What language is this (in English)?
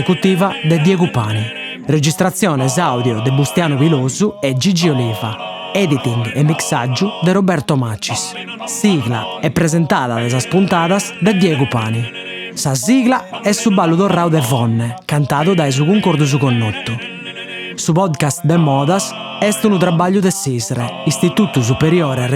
Sardinian